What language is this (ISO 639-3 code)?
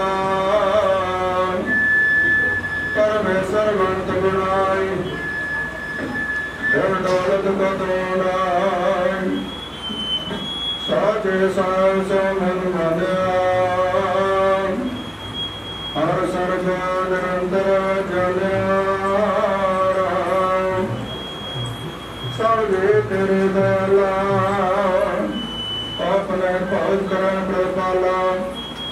pan